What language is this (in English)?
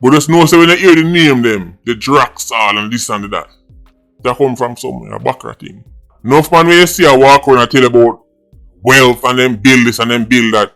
Jamaican Creole English